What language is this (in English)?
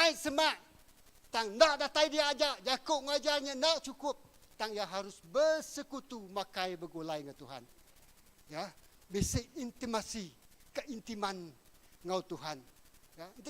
Iban